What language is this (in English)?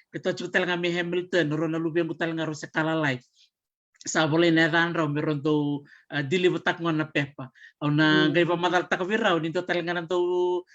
Fijian